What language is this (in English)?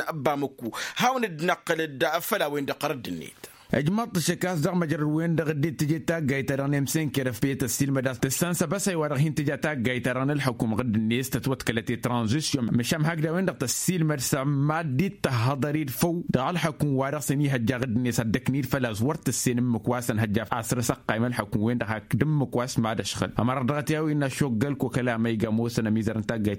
Tamasheq